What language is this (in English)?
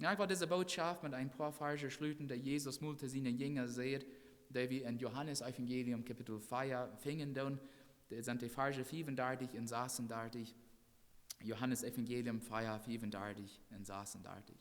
Plautdietsch